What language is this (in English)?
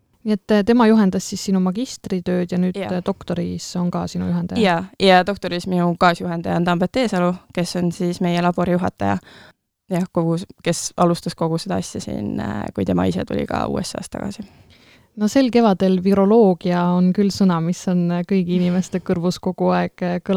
Estonian